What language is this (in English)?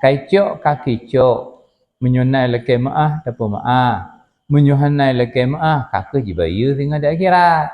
Achinese